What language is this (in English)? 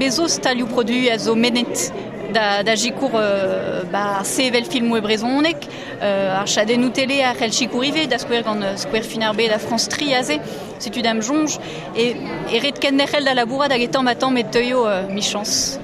Breton